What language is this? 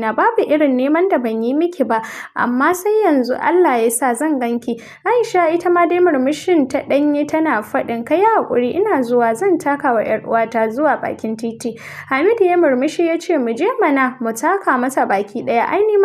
Hausa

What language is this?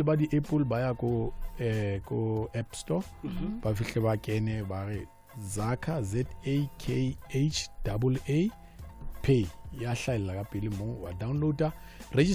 Southern Sotho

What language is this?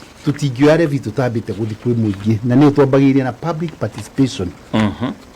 Kikuyu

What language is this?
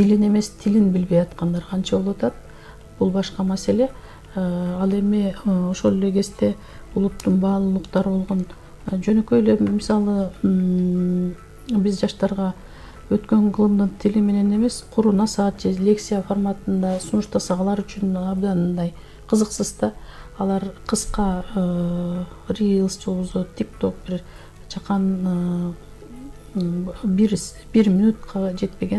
Kyrgyz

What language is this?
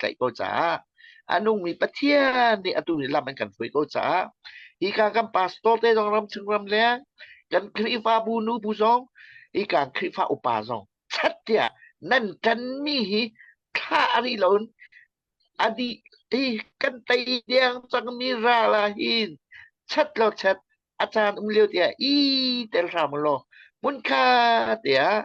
Hakha Chin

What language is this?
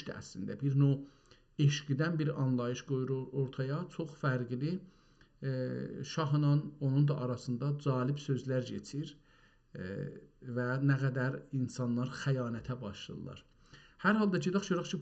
South Azerbaijani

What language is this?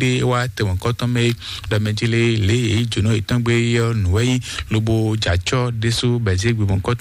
Fon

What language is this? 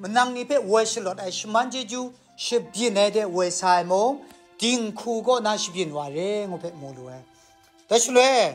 Kachin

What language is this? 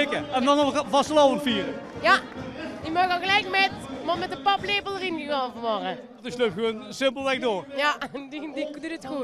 Limburgish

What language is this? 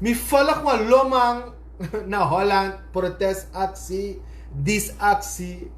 Sranan Tongo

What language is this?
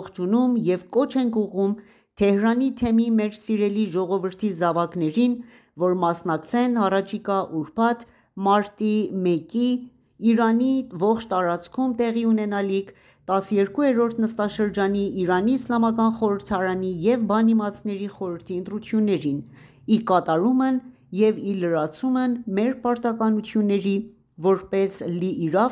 Armenian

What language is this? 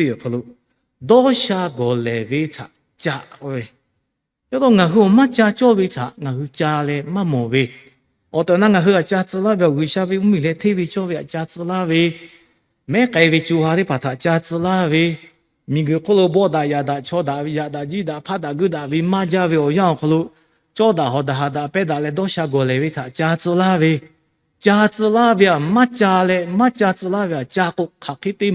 Lahu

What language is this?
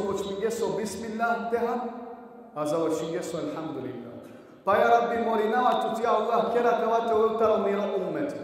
Balkan Romani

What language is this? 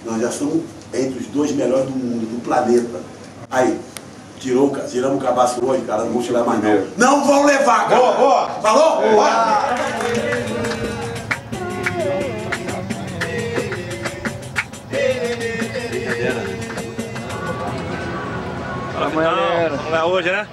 Portuguese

